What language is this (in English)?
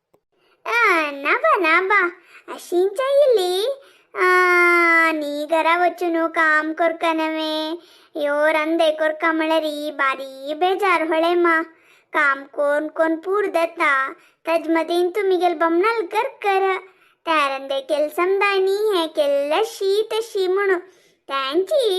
Konkani